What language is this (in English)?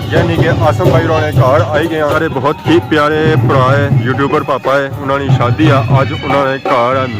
Pahari-Potwari